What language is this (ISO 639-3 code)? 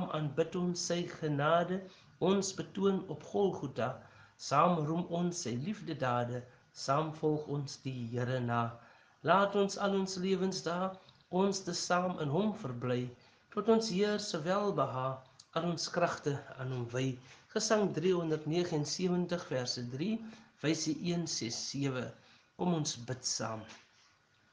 afr